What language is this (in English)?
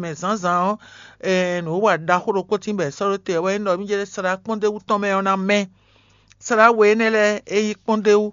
Fon